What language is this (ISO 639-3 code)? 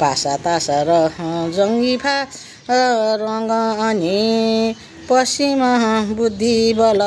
nep